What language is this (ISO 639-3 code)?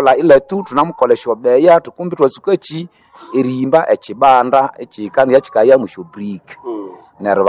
nnb